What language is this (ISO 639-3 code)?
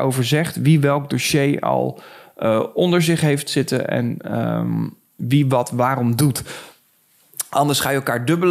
nld